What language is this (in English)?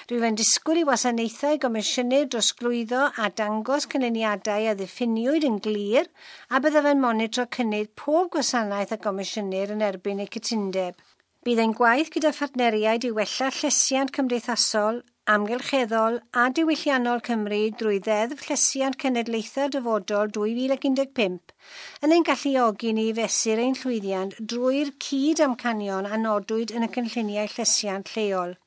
Welsh